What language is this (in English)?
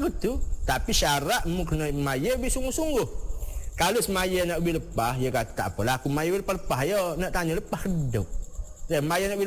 Malay